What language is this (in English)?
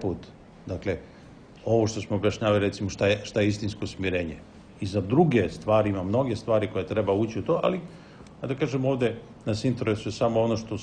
Serbian